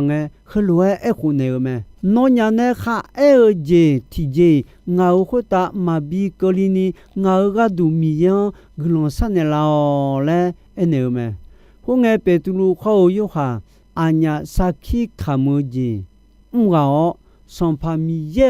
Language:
Akha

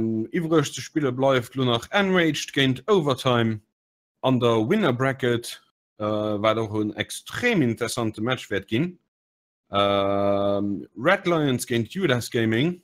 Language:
Luxembourgish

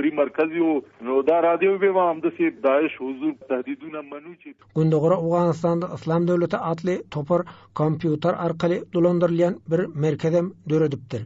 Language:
Turkmen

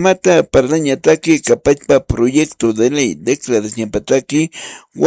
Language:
Aymara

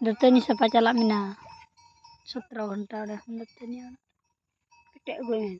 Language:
Santali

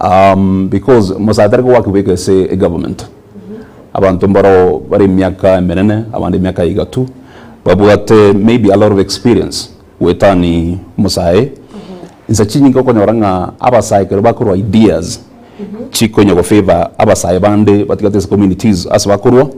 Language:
Gusii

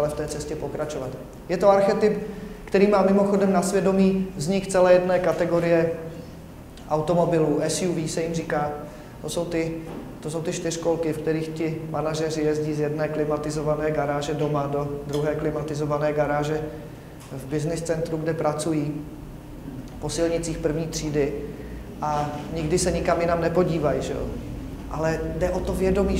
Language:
Czech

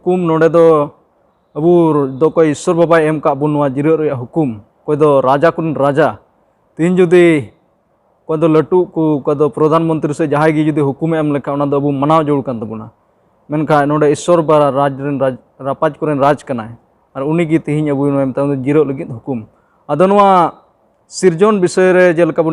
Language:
Santali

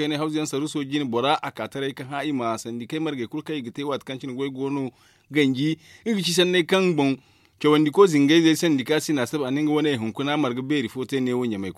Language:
Zarma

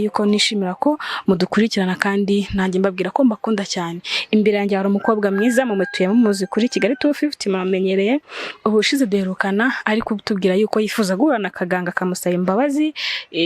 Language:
Kinyarwanda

